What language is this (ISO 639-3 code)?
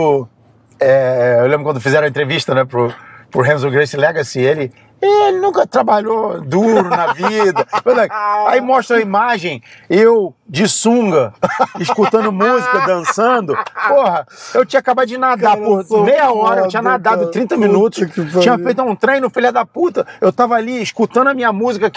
por